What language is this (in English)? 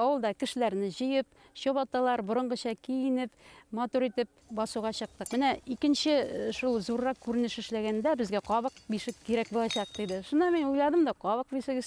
Bashkir